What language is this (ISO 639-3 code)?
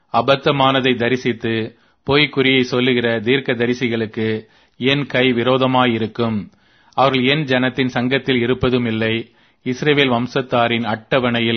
tam